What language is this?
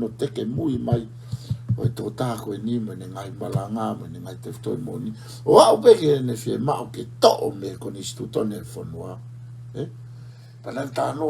Tongan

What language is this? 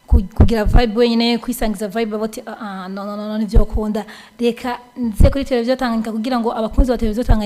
Rundi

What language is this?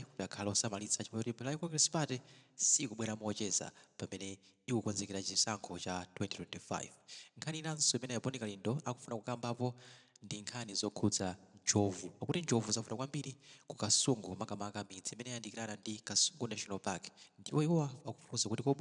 Nyanja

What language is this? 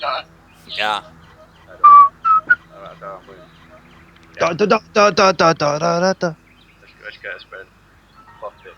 Faroese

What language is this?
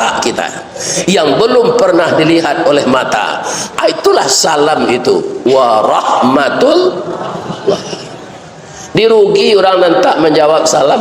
Minangkabau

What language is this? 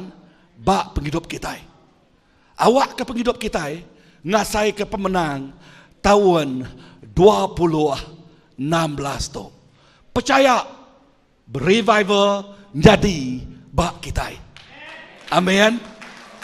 Iban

